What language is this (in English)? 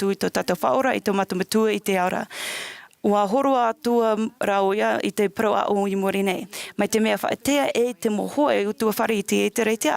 Tahitian